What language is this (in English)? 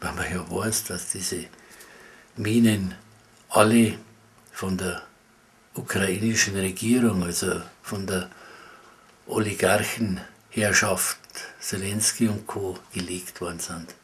Bavarian